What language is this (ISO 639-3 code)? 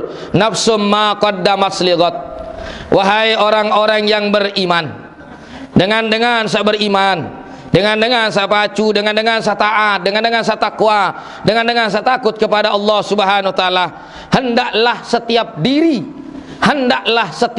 sas